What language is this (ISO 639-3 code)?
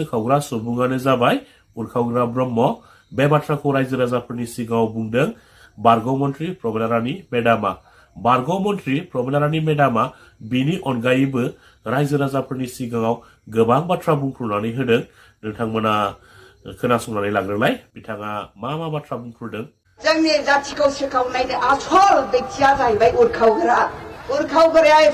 brx